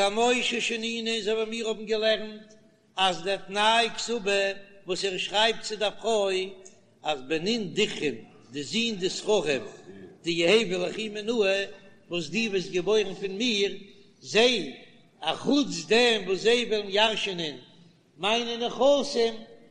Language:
Yiddish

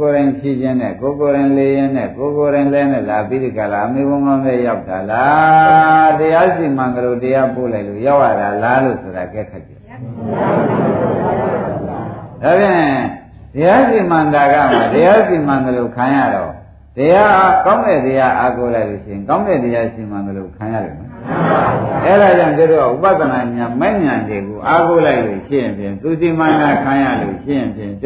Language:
Burmese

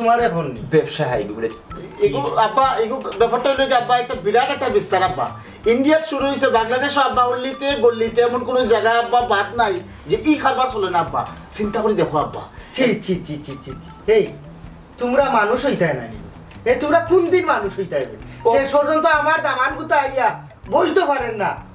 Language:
Sylheti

